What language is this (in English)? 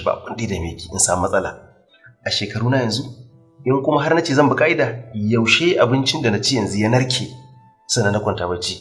Hausa